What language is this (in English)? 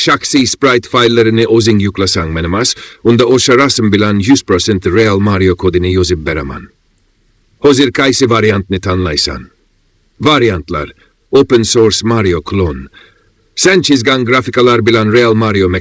Uzbek